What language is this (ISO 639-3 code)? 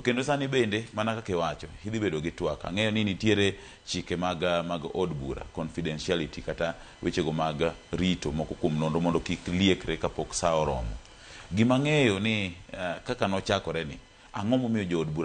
luo